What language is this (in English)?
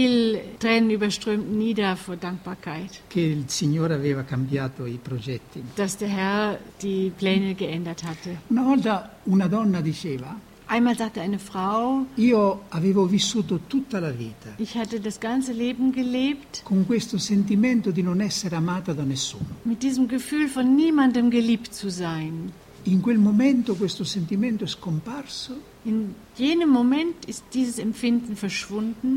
German